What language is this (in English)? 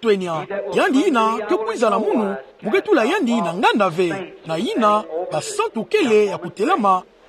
Kituba (Democratic Republic of Congo)